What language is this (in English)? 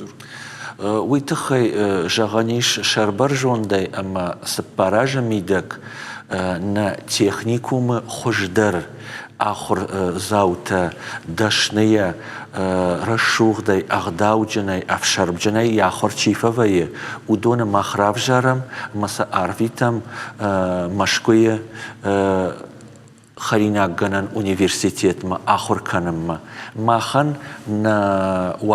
Ossetic